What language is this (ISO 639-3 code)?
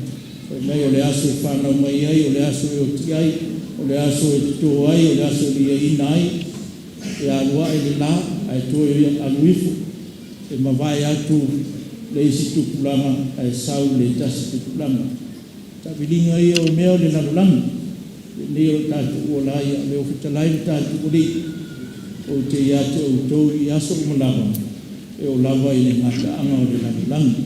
smo